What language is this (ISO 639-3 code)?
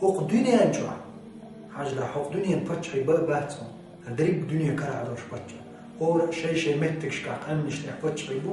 che